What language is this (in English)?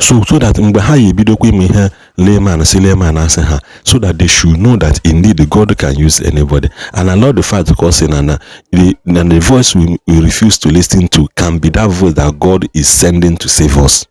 Igbo